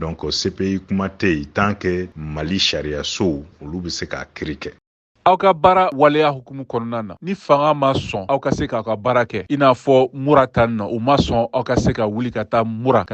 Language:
Bambara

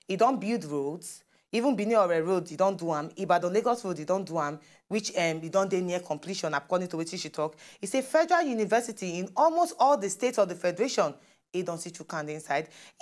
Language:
Nigerian Pidgin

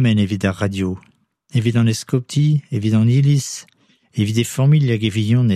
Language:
Breton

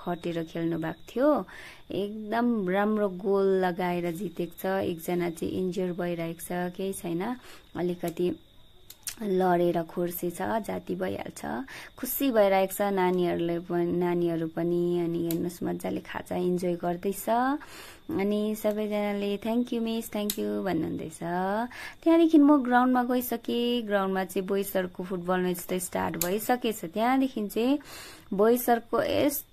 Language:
Nepali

